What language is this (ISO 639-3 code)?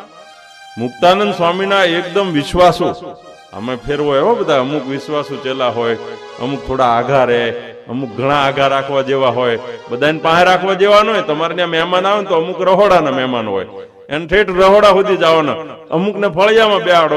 guj